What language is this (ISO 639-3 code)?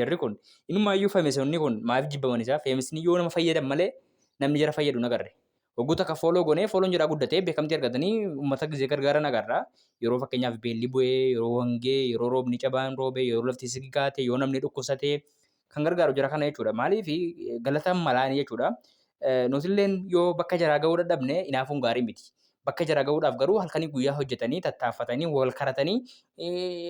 orm